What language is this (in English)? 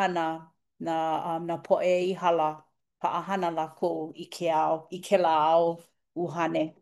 Hawaiian